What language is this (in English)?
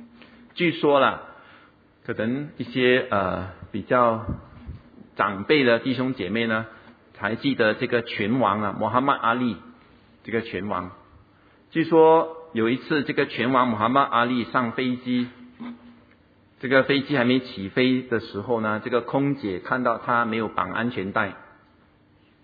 Chinese